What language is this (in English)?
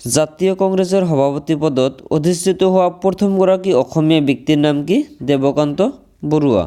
Assamese